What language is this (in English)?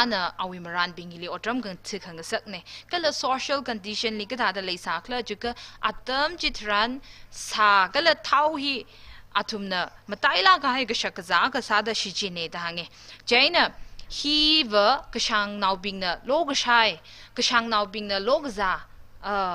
Tangkhul Naga (India)